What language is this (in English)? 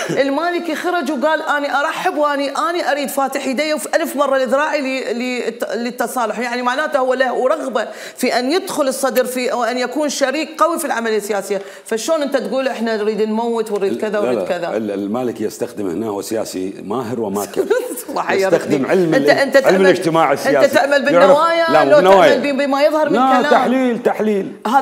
Mesopotamian Arabic